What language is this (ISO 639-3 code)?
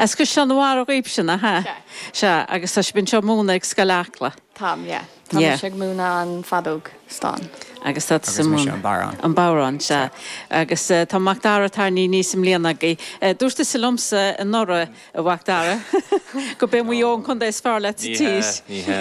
gle